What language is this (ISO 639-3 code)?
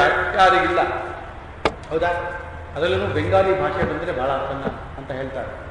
kan